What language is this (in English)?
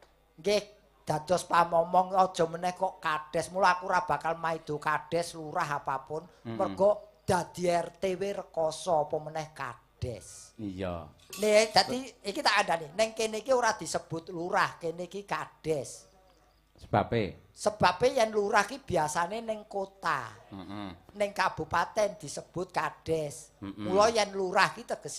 Javanese